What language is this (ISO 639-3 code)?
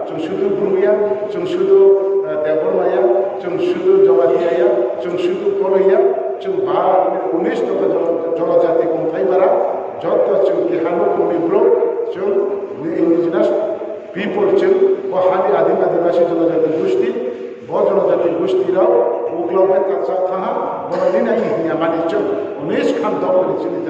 ria